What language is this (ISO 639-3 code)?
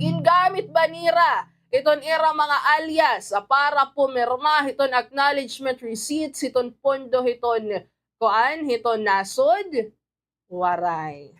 war